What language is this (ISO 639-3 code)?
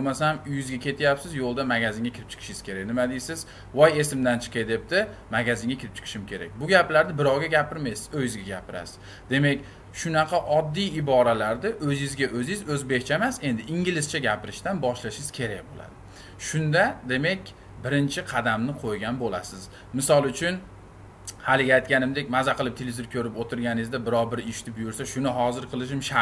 uzb